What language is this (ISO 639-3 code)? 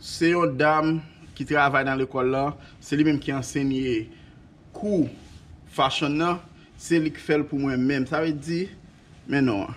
hat